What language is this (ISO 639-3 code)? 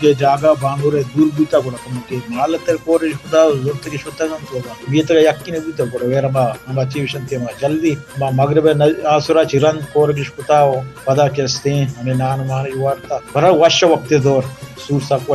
bal